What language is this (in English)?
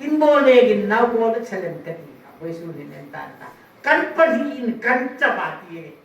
Hmar